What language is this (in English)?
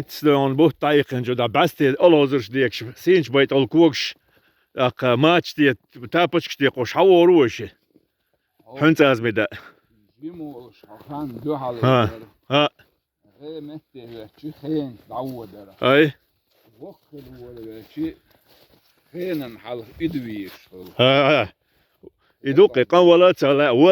Chechen